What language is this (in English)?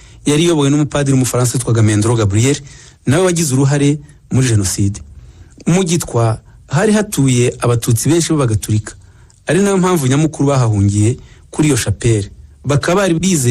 Kinyarwanda